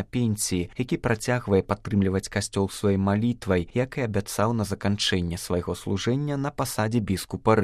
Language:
Belarusian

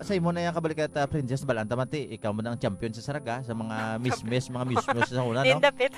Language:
Hiligaynon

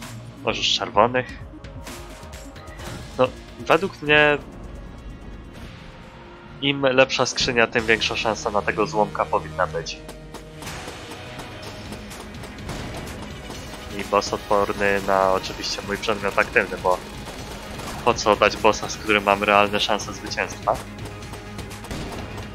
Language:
Polish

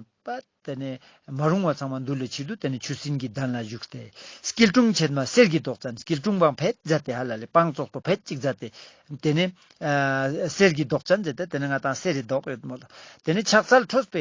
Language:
Ladakhi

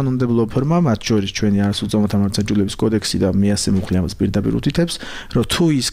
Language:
Georgian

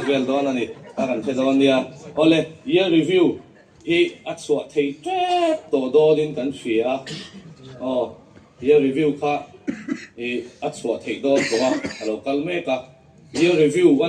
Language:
Mizo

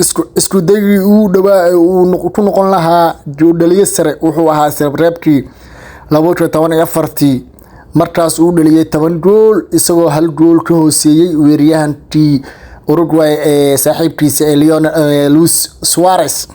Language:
Somali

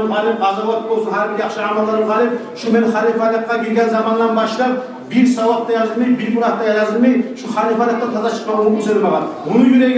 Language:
Kumyk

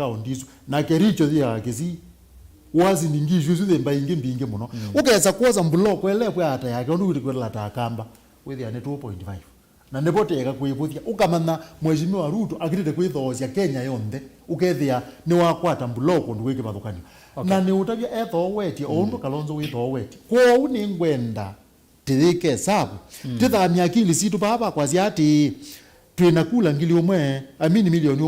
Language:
Kamba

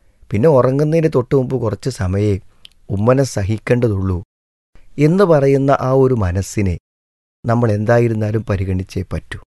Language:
Malayalam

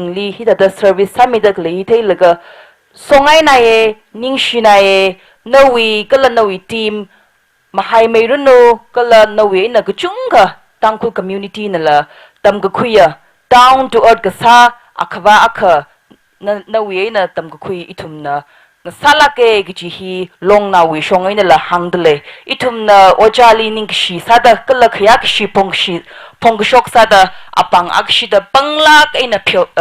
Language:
Tangkhul Naga (India)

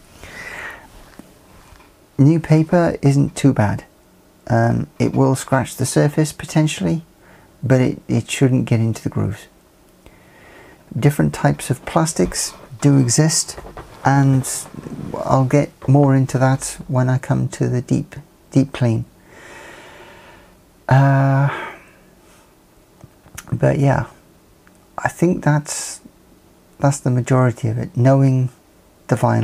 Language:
English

